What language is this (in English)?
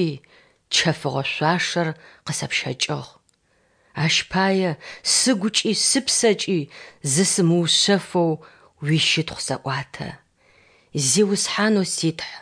Adyghe